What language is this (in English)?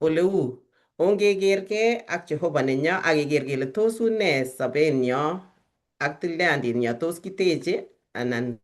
Kalenjin